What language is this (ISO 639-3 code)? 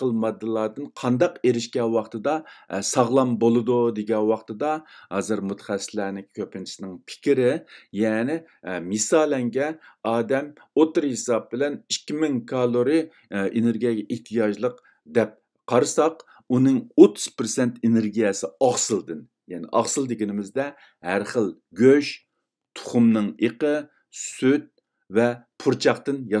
uig